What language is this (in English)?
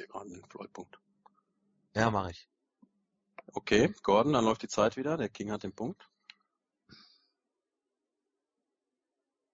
German